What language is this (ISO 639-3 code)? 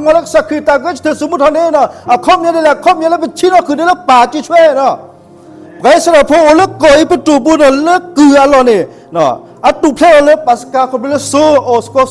ksw